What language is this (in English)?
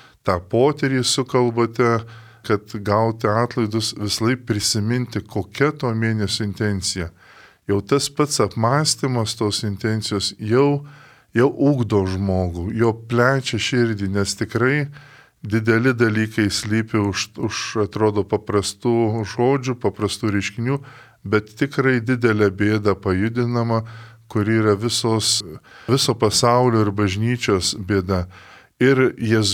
Lithuanian